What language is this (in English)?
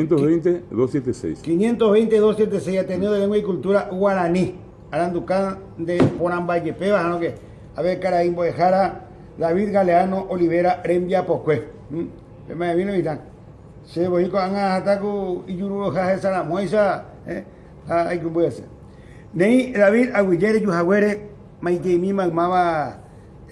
Guarani